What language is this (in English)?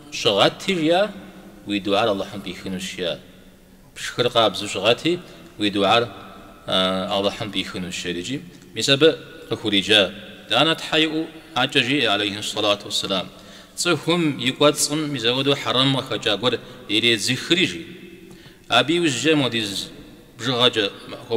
Kabardian